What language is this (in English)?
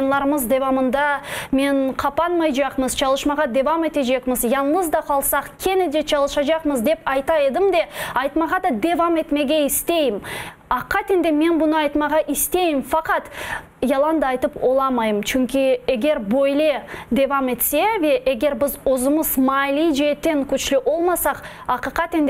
Crimean Tatar